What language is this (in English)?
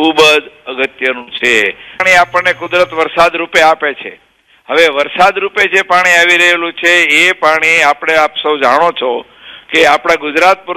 Gujarati